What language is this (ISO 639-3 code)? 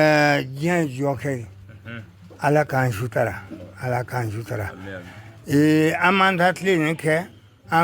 bam